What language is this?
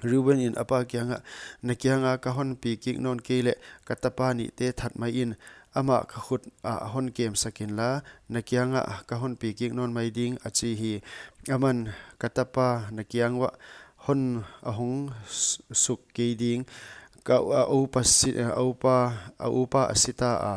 Paite Chin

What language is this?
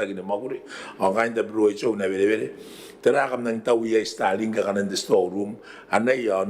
Gilbertese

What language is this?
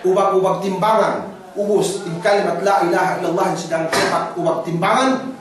Yakan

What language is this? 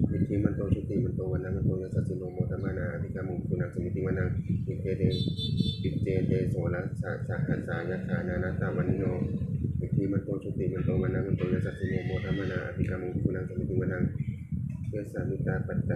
Pali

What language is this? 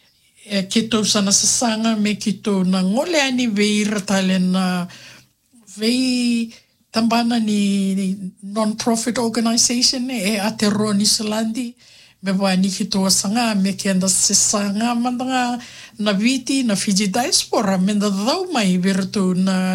Fijian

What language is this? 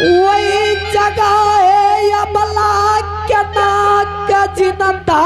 Angika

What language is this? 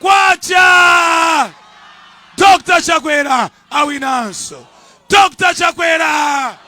Nyanja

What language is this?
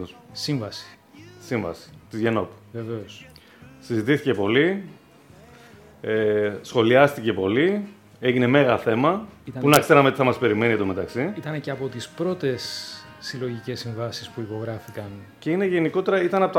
Greek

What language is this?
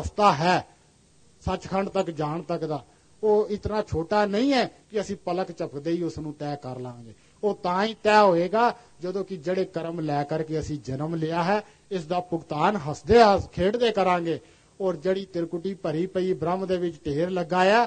Punjabi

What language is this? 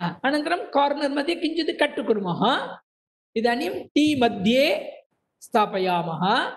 Sanskrit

